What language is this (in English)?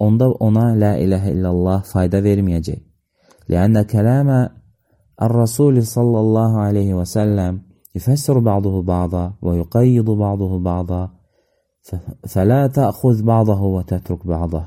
Azerbaijani